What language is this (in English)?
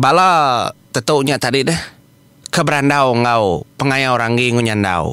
Iban